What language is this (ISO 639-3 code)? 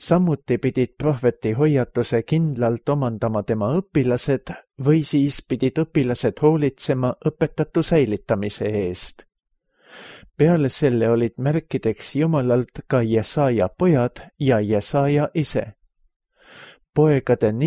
est